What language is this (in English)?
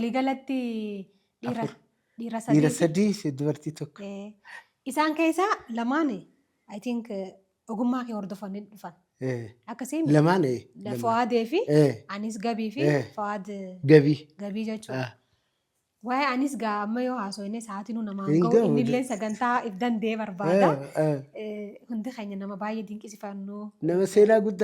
Oromo